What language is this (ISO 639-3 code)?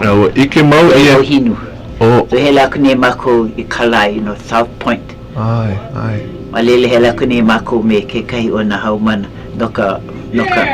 haw